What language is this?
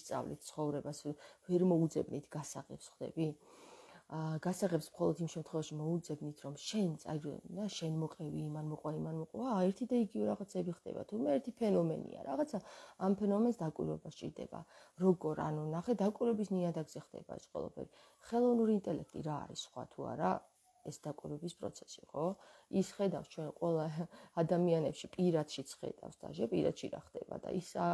Georgian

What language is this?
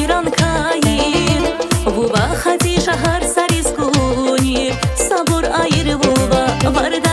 Tabassaran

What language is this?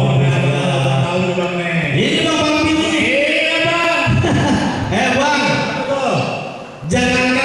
Betawi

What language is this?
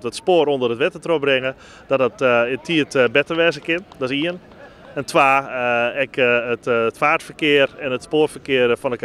Western Frisian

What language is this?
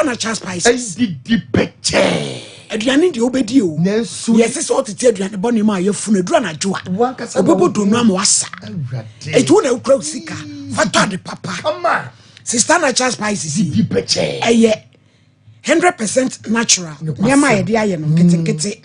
Akan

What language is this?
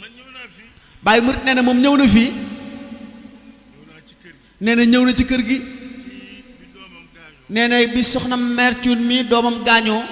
Wolof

